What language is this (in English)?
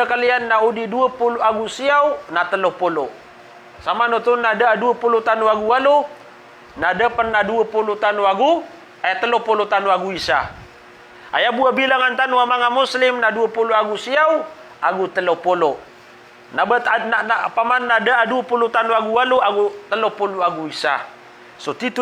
Maranao